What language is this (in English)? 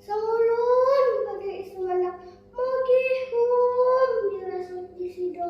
Central Dusun